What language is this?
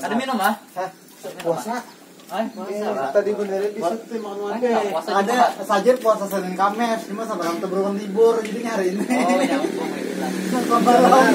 Banjar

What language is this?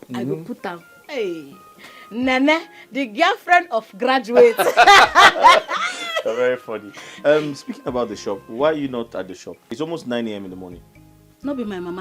Nigerian Pidgin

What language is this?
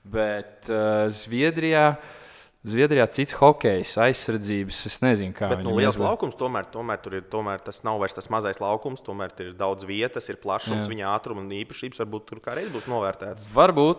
Latvian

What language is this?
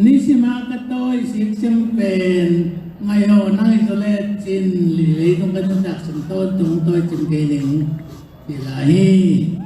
Tedim Chin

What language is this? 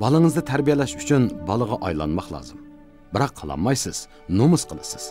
Uyghur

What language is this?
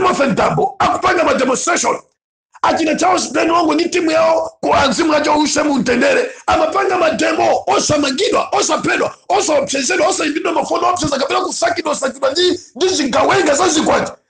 Nyanja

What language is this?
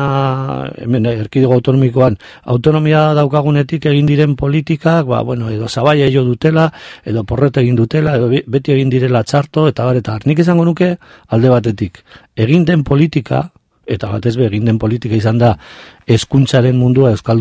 Basque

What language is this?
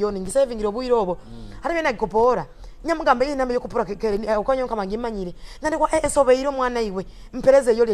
Nyoro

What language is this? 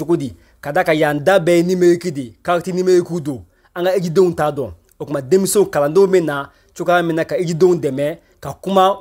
Bambara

